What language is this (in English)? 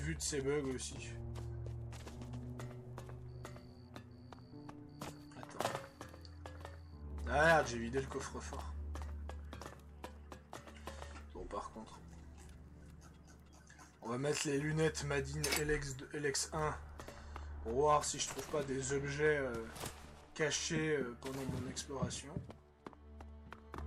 French